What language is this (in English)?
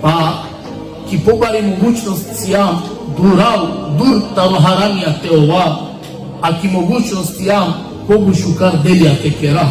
Balkan Romani